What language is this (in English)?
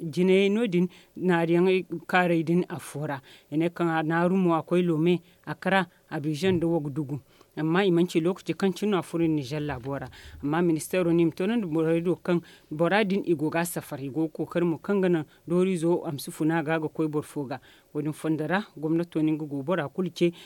Zarma